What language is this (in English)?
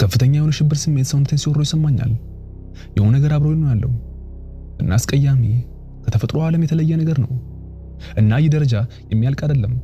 Amharic